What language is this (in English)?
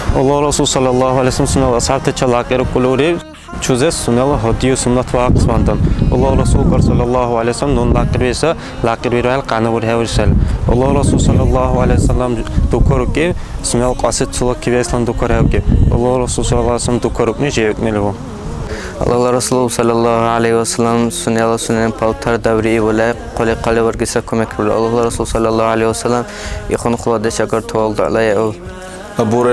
Dargwa